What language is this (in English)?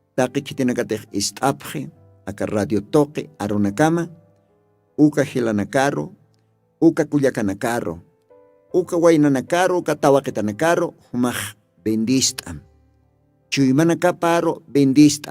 Aymara